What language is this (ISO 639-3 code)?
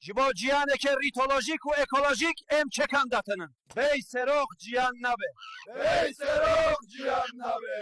kur